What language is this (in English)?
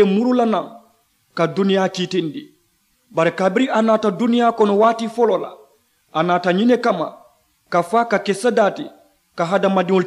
Mandingo